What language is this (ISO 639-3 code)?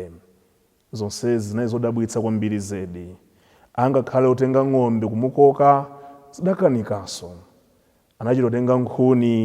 nya